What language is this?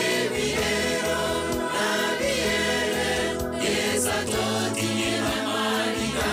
Gusii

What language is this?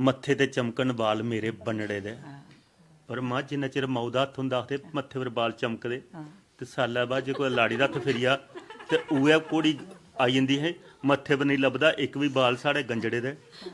Dogri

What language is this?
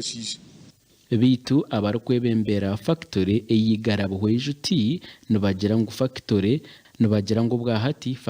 Nyankole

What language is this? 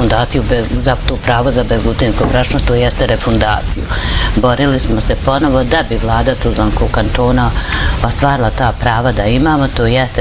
Bosnian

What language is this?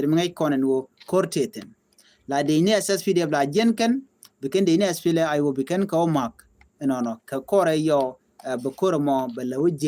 Nuer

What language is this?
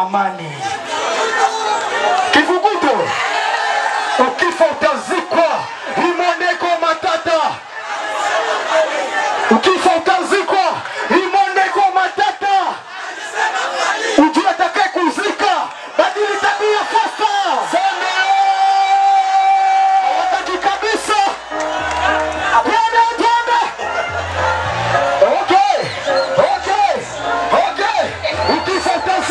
Swahili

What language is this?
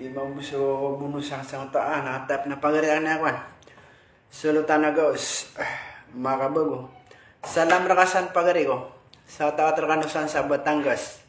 Maranao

